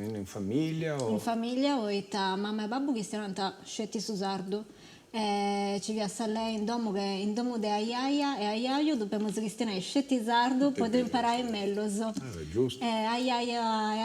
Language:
Sardinian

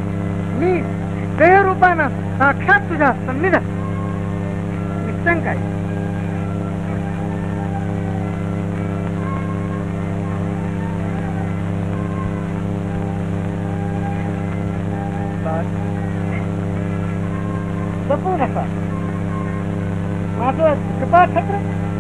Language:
Marathi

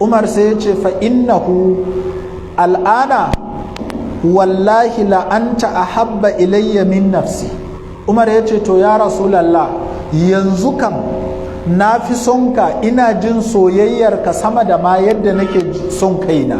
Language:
Hausa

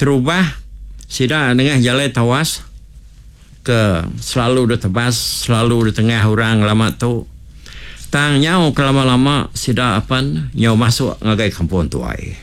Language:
Iban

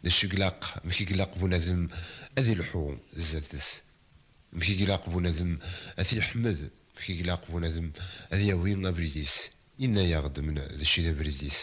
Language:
Kabyle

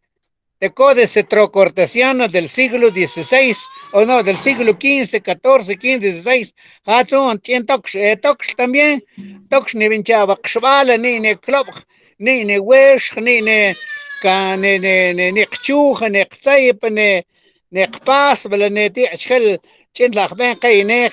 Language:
Mam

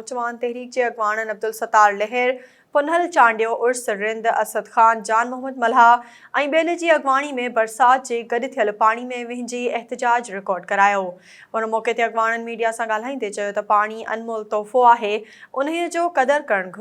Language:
Sindhi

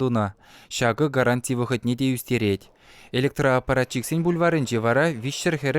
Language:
Chuvash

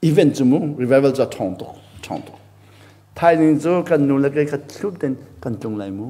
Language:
Hakha Chin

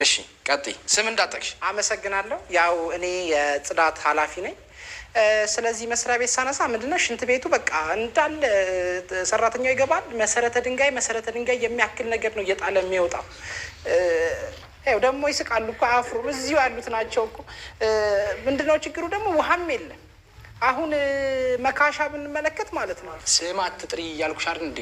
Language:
Amharic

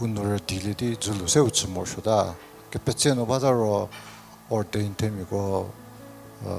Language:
Angami Naga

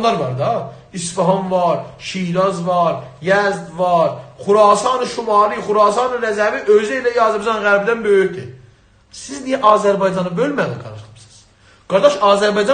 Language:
South Azerbaijani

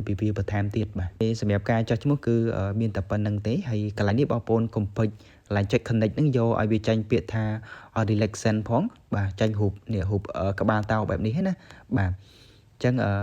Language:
Khmer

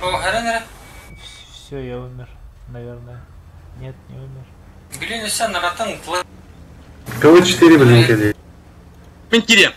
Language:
Yakut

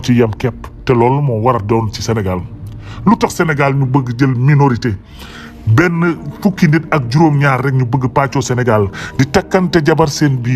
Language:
Wolof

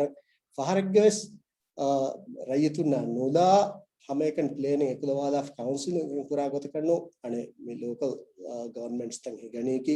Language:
Divehi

